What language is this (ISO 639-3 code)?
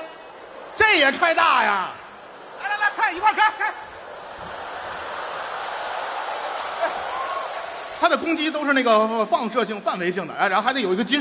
zho